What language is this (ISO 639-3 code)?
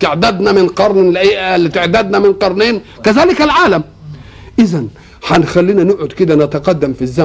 arz